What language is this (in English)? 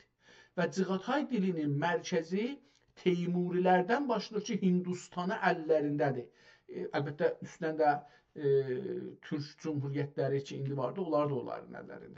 South Azerbaijani